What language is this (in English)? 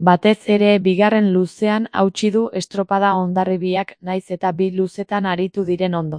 Basque